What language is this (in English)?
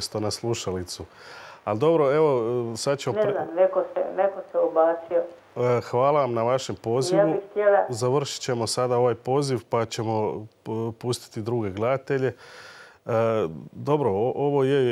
Croatian